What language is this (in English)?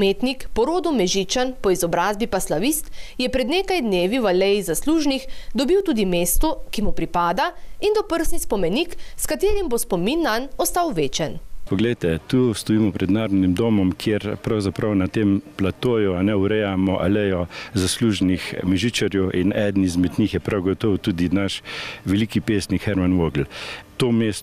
Slovenian